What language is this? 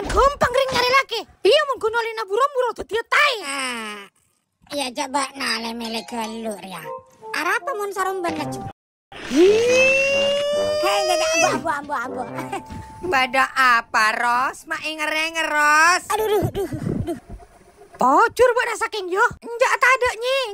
Madurese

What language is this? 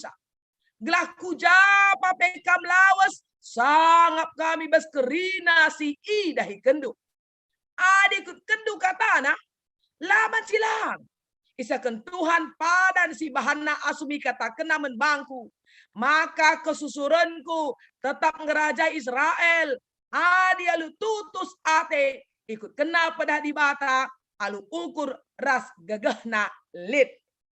Batak Karo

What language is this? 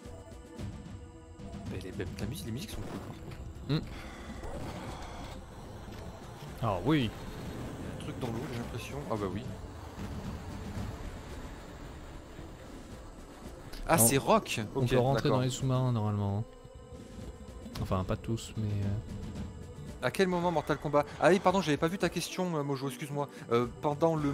French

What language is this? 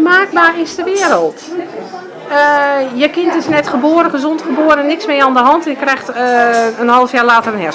Dutch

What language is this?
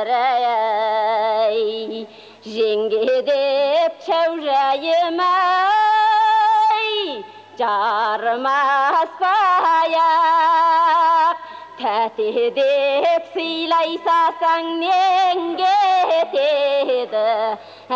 Kazakh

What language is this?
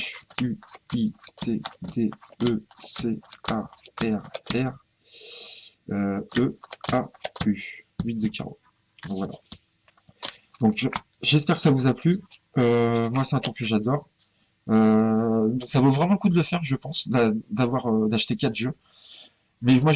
French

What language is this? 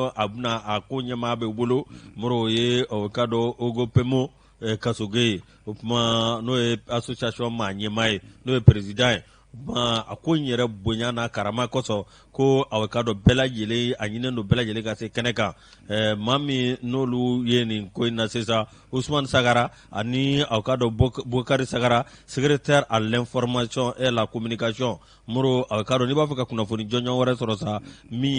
Bambara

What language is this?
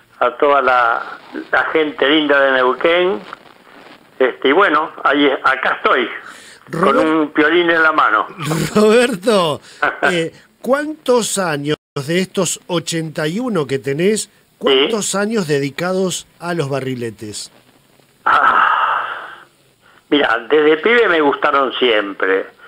Spanish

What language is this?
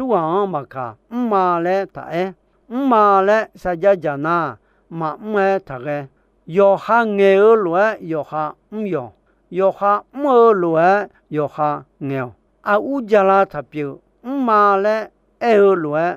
Akha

